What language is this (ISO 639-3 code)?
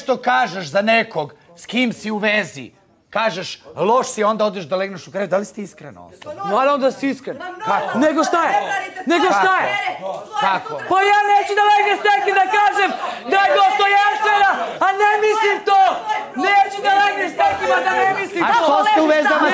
srp